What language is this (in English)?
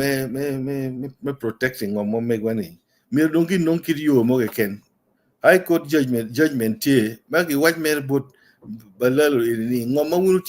Acoli